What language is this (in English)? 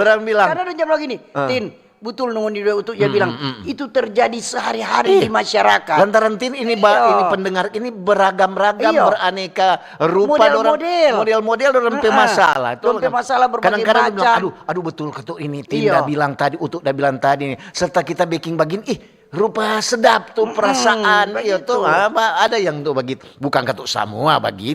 Manado Malay